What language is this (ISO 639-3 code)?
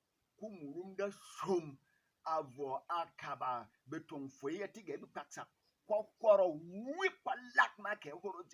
bom